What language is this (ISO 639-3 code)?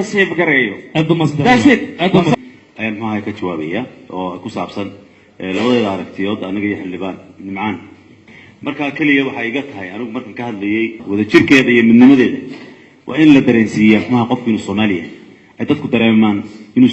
som